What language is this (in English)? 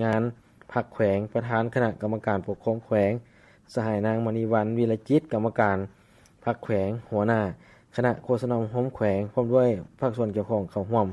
Lao